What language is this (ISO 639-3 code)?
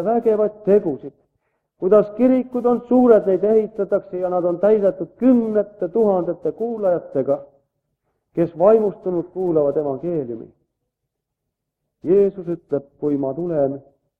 est